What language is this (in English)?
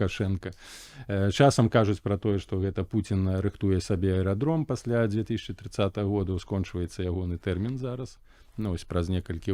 Belarusian